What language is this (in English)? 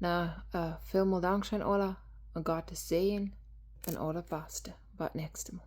Plautdietsch